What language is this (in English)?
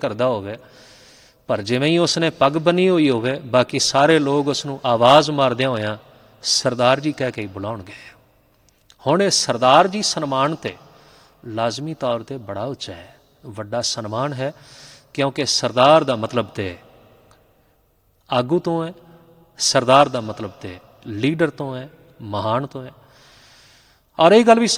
Punjabi